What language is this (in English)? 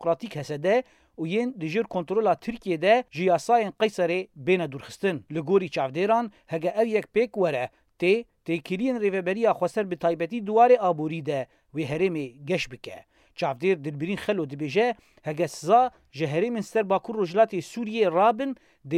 Kurdish